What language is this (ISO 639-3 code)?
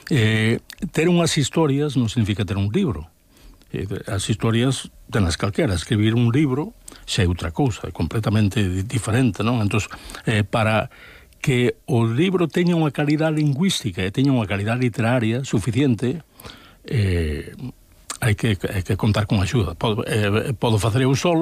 glg